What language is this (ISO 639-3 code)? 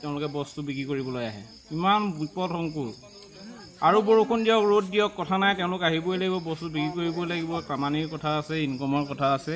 asm